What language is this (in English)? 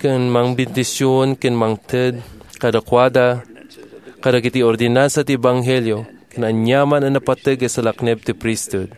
Iloko